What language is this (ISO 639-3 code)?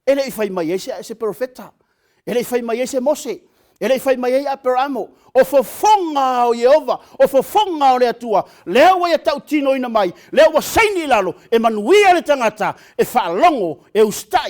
smo